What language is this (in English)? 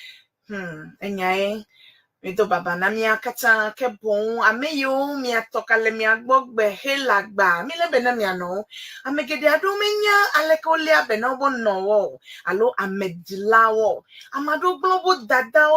Ewe